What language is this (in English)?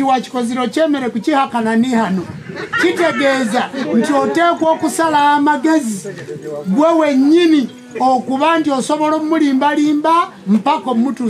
Ganda